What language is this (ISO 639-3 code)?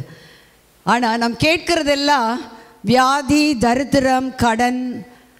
tam